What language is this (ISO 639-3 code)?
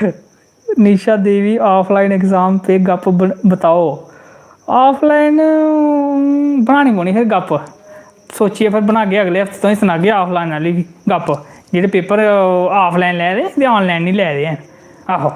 doi